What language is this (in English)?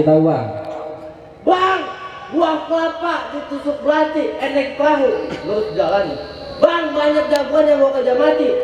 Betawi